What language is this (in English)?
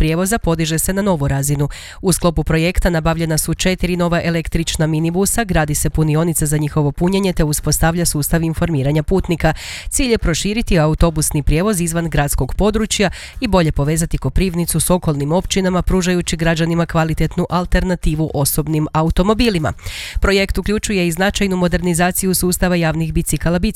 Croatian